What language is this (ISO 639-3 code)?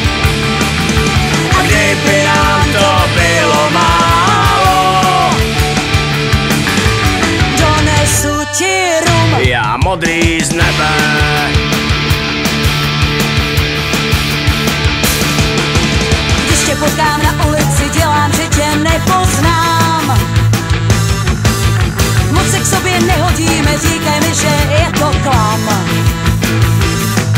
ces